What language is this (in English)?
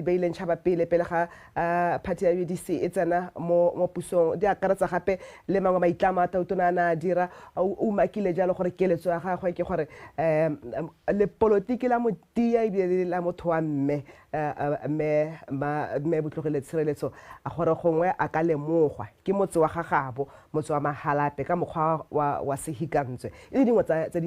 Tswana